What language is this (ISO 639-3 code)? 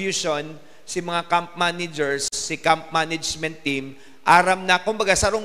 bik